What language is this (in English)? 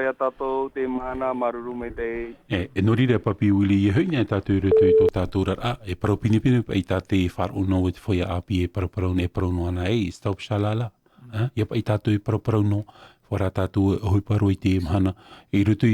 Tahitian